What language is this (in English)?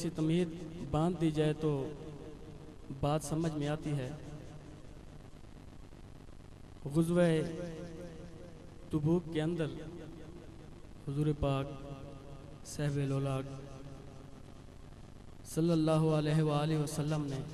Urdu